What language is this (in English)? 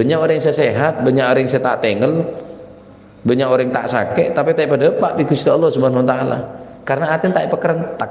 Madurese